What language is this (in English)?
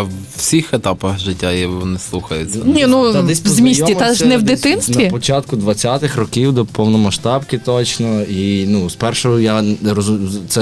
Ukrainian